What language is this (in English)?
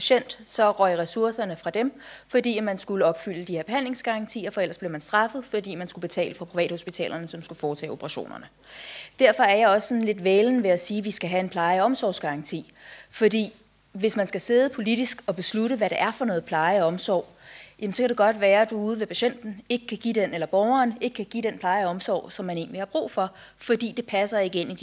Danish